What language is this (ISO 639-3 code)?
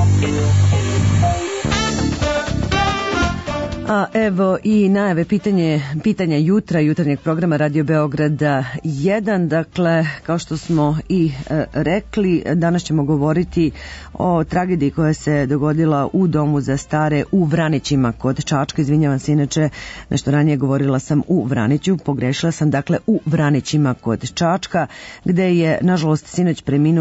srp